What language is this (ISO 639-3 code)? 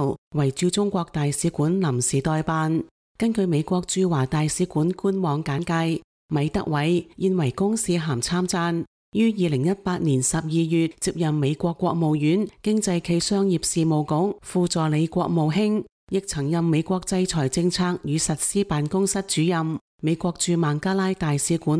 yue